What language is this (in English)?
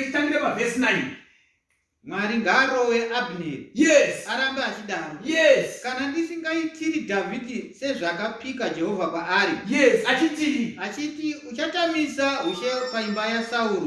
Shona